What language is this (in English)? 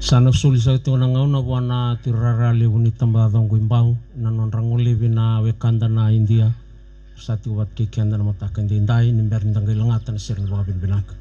Fijian